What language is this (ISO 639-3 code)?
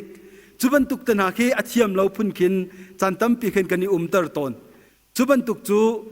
cnh